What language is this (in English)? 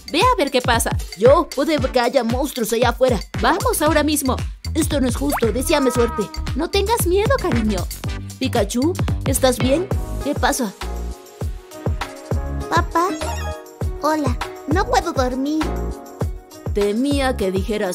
Spanish